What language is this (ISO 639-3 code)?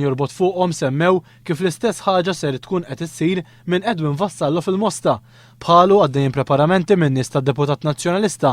mlt